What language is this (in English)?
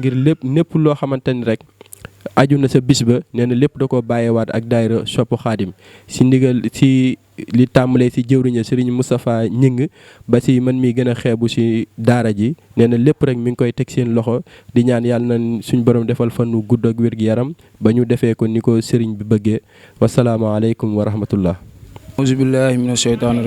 Wolof